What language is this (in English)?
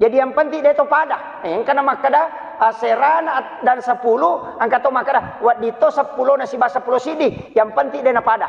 Buginese